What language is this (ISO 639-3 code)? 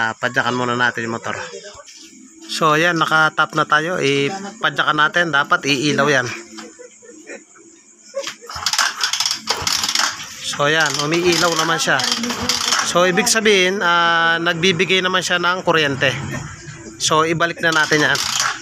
fil